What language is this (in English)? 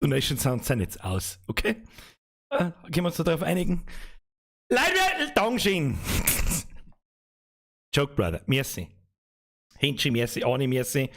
Bavarian